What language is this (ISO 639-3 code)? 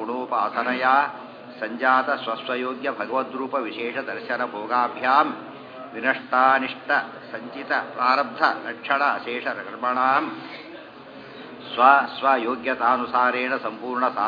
kan